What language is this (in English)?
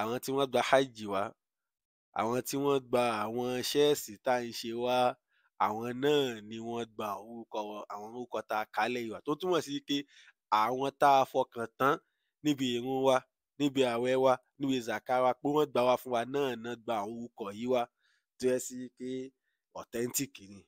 Yoruba